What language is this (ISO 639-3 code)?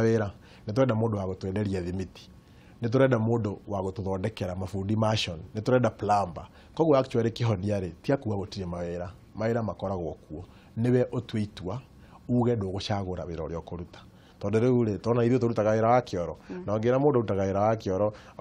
kik